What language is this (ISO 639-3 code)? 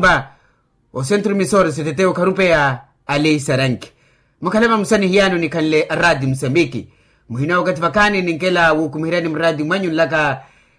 vmw